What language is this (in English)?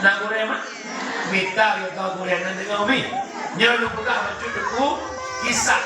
Achinese